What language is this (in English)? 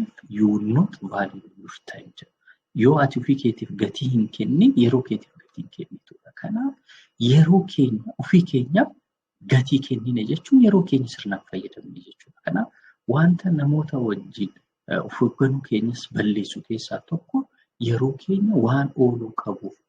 Oromo